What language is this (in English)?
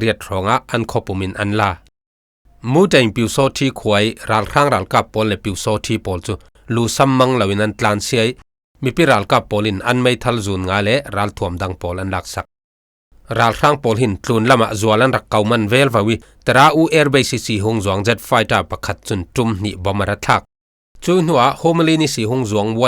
Falam Chin